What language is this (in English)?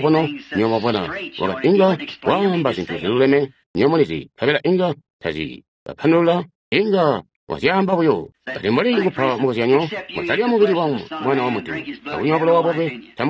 Tonga (Zambia)